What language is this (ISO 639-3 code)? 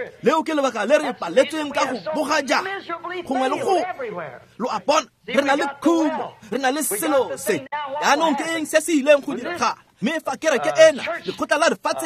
tsn